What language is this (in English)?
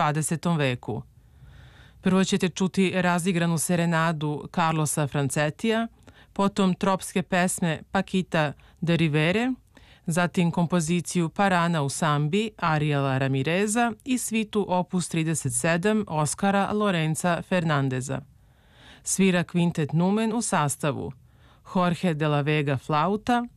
Serbian